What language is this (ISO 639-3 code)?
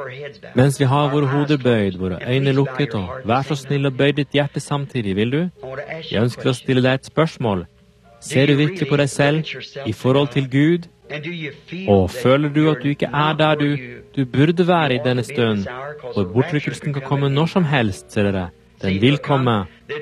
nor